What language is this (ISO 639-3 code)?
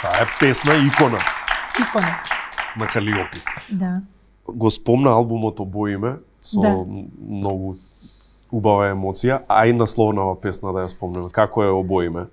mkd